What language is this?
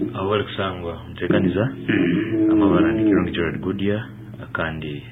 Nyankole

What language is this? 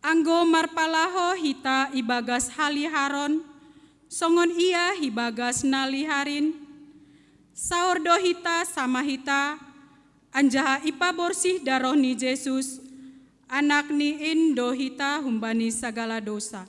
Batak Simalungun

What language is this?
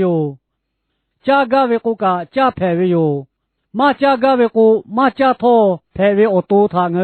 Lahu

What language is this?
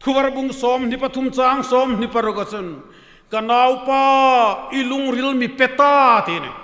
Hmar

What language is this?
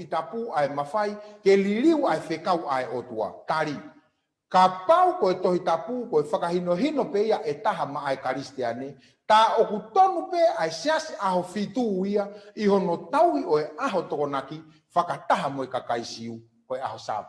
Tongan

